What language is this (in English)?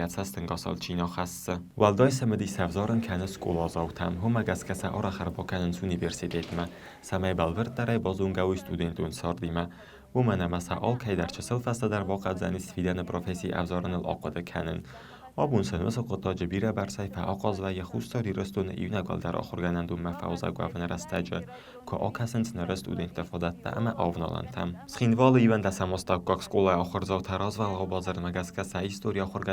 Ossetic